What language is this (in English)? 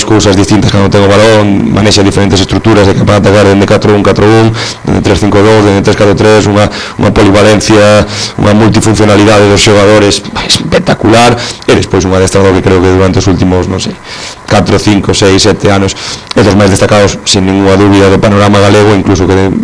Galician